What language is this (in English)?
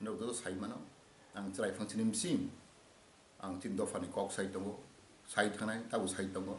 Kok Borok